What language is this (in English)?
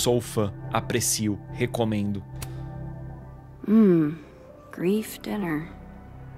Portuguese